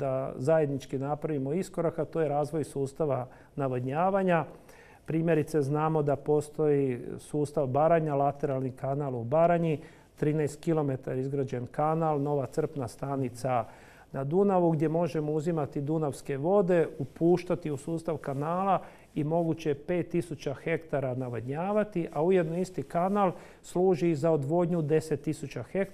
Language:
Croatian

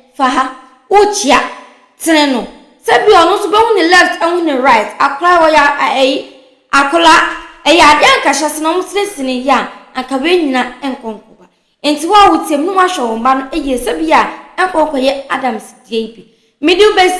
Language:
Akan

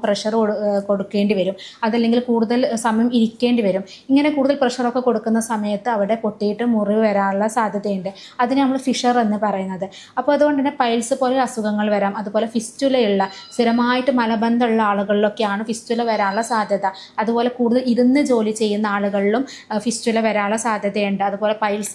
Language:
Malayalam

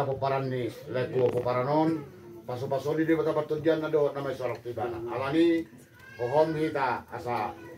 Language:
Batak Toba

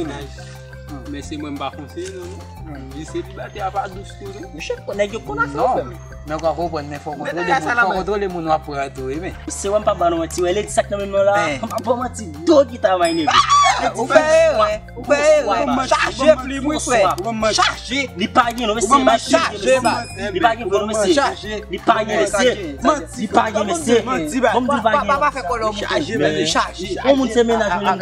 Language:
Haitian Creole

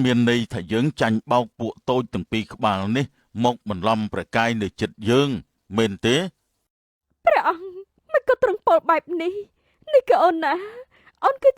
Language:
Khmer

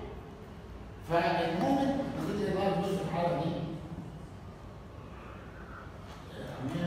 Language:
Egyptian Arabic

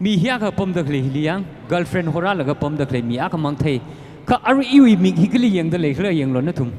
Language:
Tangkhul Naga (India)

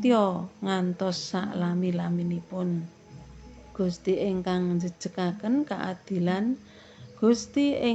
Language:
Javanese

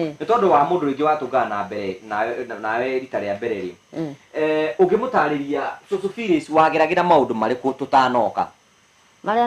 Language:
Kikuyu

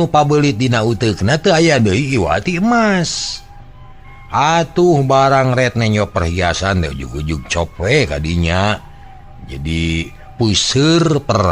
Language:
Sundanese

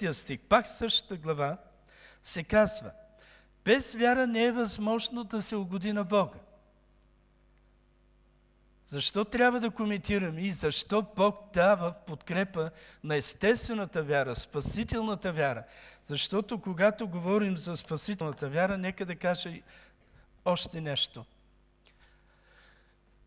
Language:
Bulgarian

